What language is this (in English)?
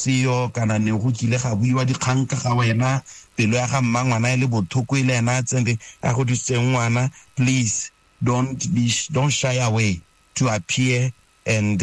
Tswana